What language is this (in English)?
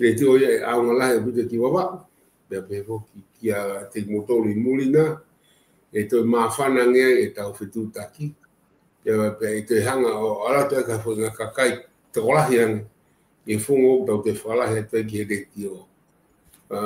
Tongan